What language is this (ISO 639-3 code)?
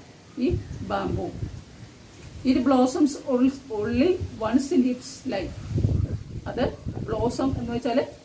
mal